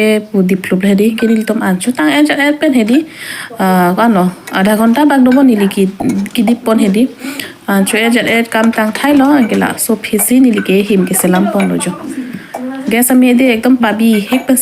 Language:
Karbi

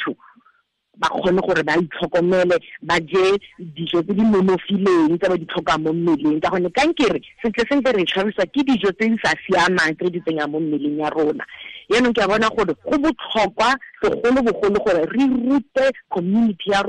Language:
Tswana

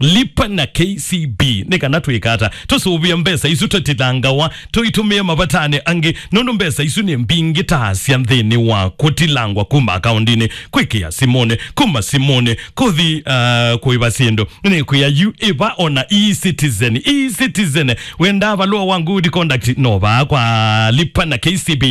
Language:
Kamba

